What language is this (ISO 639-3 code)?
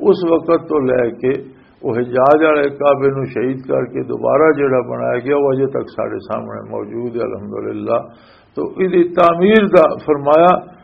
lah